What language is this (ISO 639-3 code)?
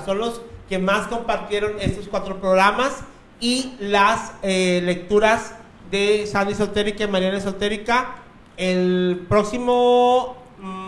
spa